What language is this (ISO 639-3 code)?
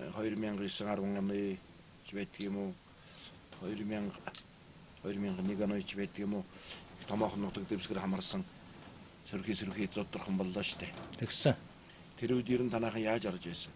mon